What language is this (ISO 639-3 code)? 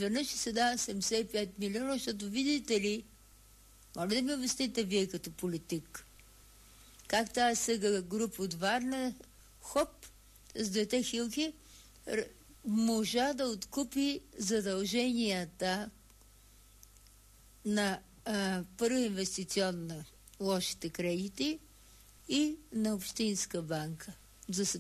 bul